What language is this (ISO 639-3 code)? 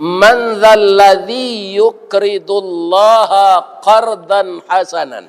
min